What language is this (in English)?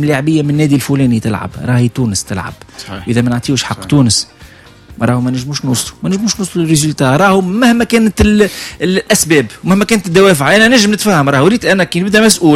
Tunisian Arabic